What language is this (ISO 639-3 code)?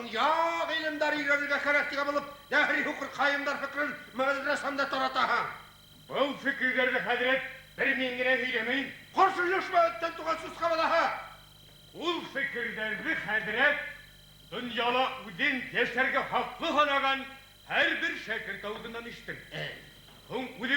bak